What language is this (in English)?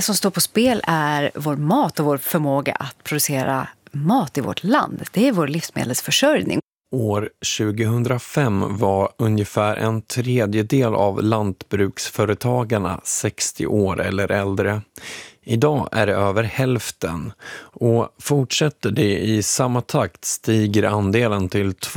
Swedish